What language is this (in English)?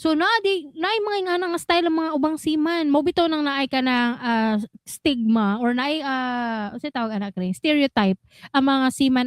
Cebuano